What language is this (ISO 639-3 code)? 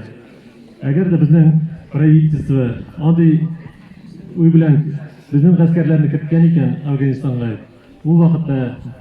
tat